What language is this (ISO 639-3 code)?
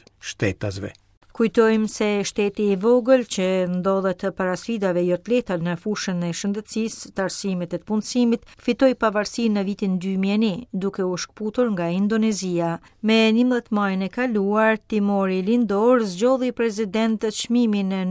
sqi